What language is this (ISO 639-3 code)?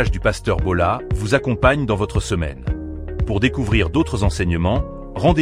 fra